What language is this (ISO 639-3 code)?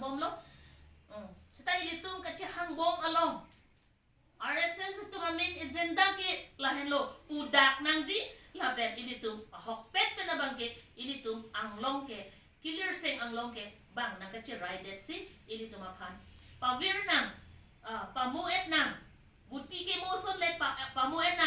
mjw